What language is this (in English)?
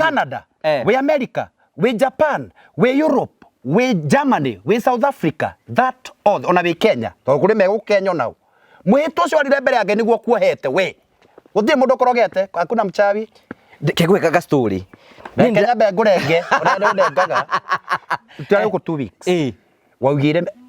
Kikuyu